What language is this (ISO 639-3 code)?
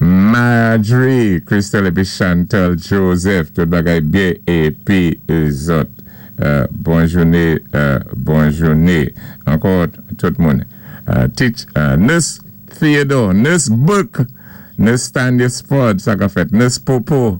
acf